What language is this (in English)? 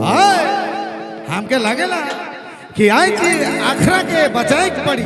Sadri